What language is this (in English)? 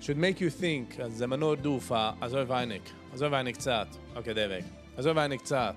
Yiddish